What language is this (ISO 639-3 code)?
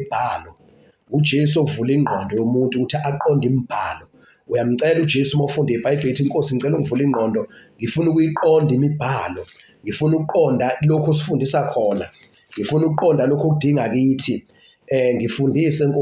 zul